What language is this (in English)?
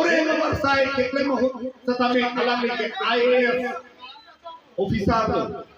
Karbi